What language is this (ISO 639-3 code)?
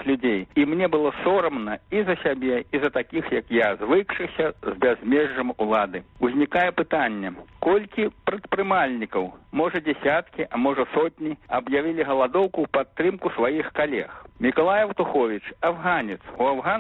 bel